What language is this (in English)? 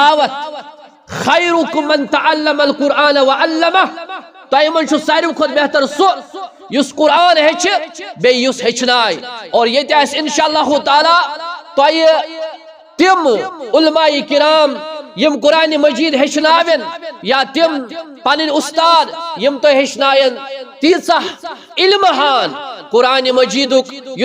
Kashmiri